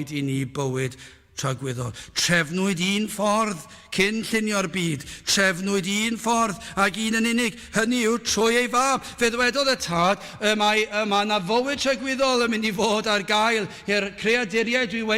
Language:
Welsh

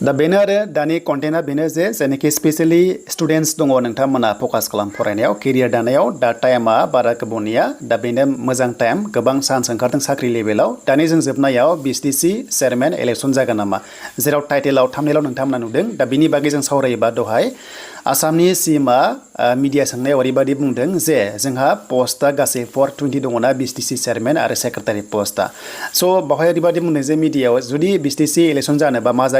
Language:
Bodo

